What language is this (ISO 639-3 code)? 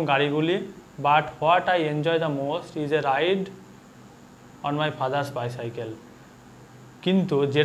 ben